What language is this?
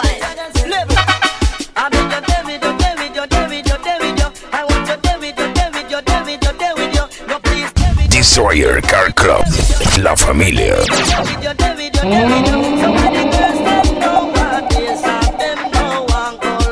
Spanish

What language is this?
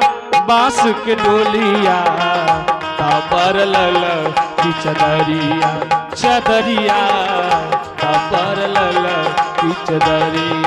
Angika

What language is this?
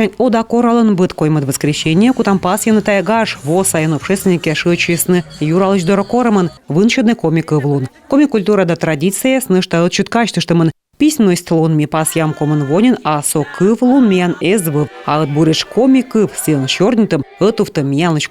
Komi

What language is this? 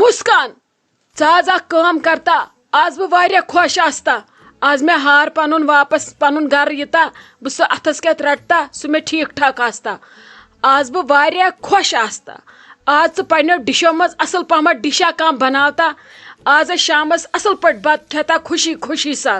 Kashmiri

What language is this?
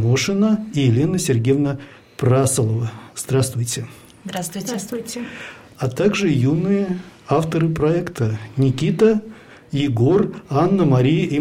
Russian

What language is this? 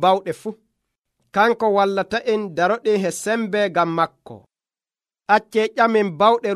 Nigerian Fulfulde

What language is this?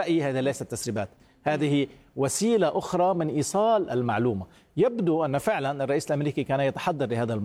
Arabic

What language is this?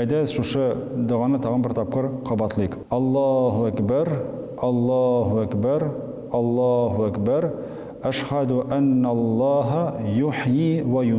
Tatar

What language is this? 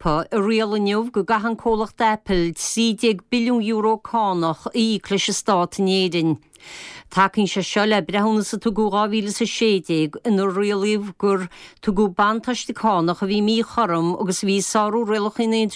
Irish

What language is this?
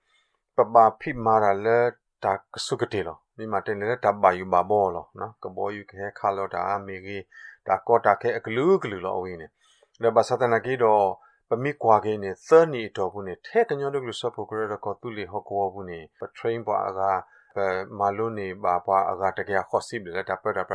Burmese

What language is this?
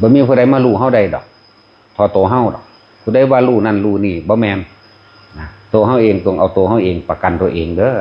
Northeastern Thai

